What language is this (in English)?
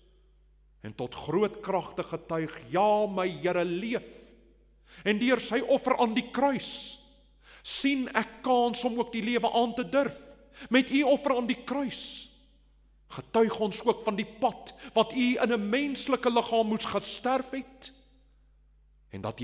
Afrikaans